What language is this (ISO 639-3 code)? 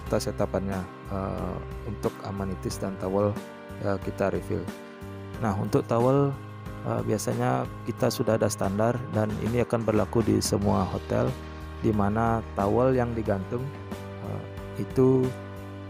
ind